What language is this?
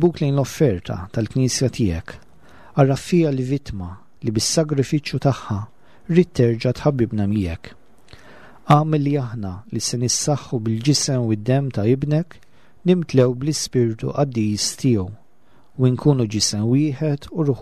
Maltese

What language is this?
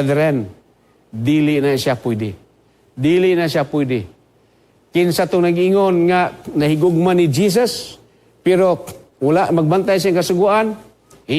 Cebuano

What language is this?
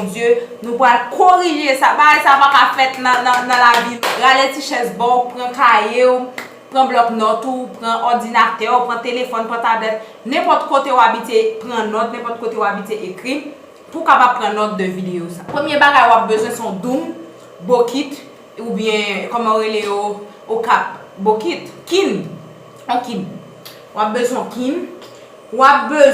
Haitian Creole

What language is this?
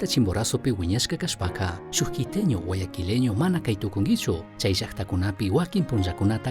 Chimborazo Highland Quichua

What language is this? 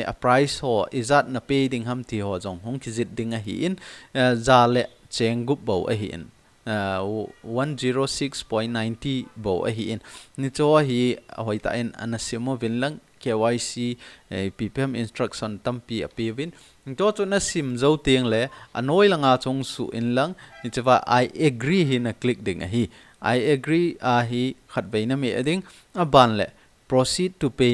Thado Chin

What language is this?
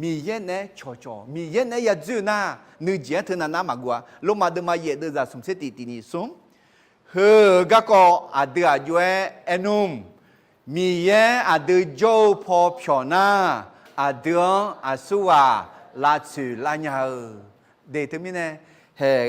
Akha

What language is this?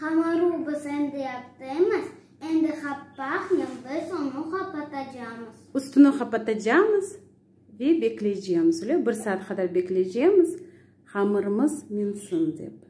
Crimean Tatar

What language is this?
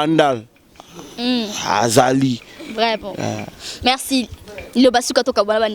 Lingala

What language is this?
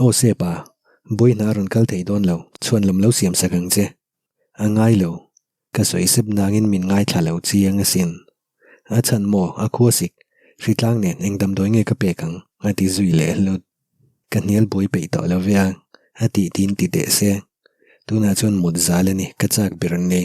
Mizo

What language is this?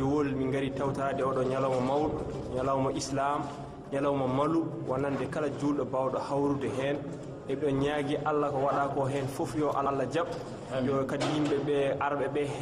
Fula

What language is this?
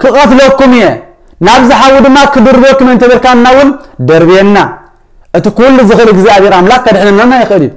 Tigrinya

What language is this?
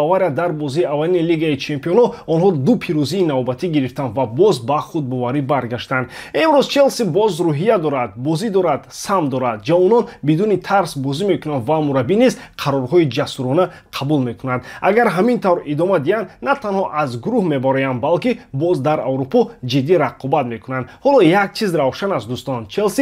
Tajik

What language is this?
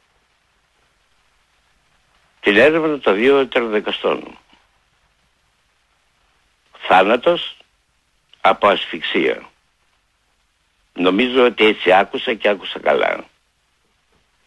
Greek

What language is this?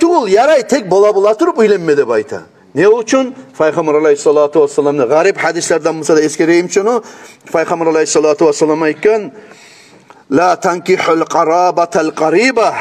Kumyk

